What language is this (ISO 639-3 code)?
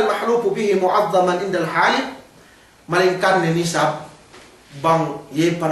yka